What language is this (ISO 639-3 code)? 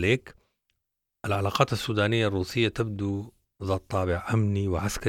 apd